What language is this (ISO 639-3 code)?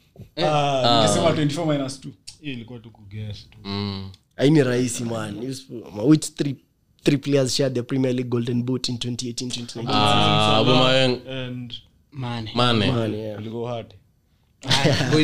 swa